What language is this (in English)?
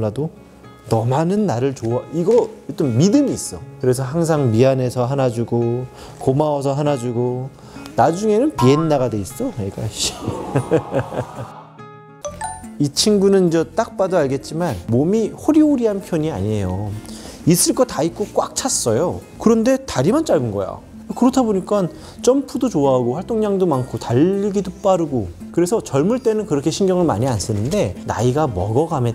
Korean